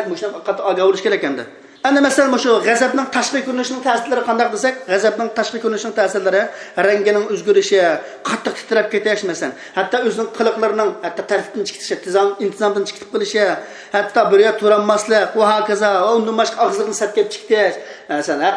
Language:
Uyghur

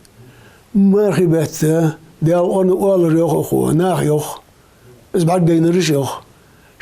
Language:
Ingush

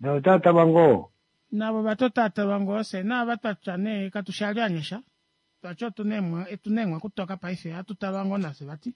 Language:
Kuanyama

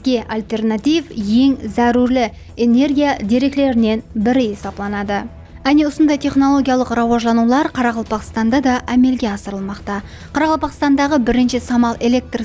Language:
Kara-Kalpak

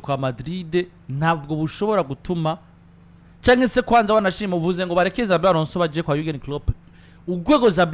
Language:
Rundi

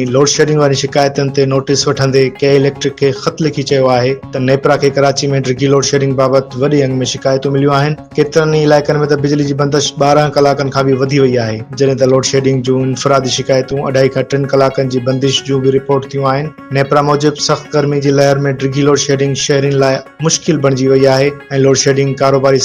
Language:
Sindhi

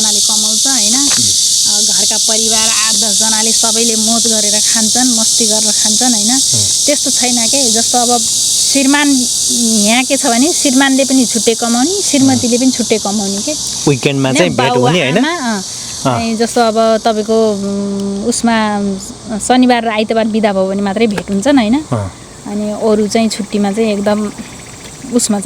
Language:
Nepali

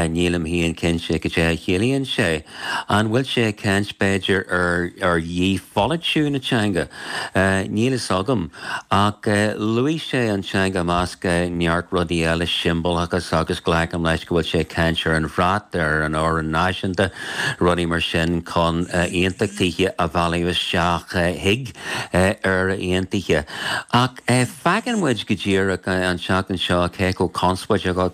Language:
Irish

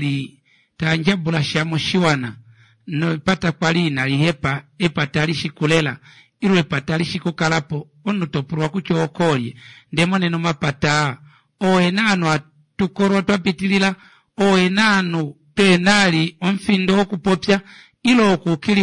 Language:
Kuanyama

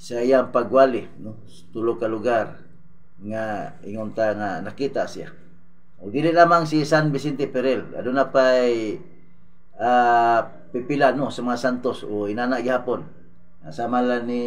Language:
Cebuano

